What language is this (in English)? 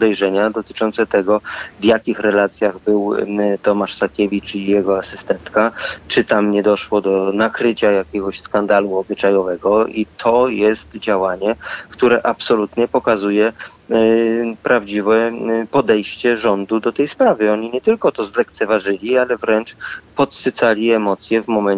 Polish